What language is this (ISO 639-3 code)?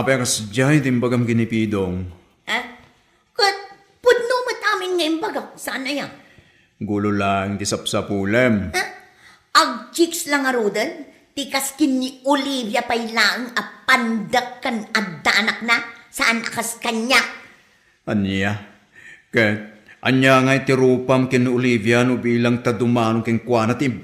ilo